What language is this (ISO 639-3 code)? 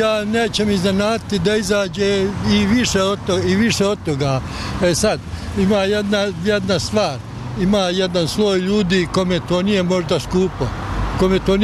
bos